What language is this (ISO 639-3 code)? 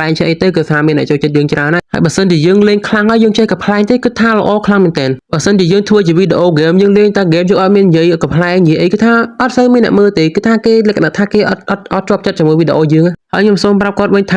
khm